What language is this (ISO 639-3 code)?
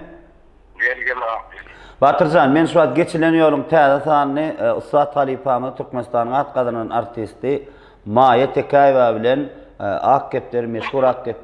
tuk